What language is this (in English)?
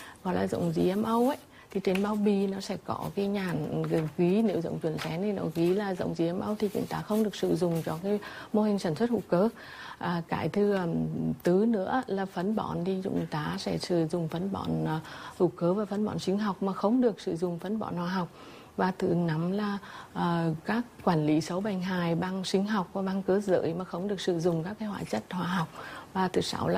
Vietnamese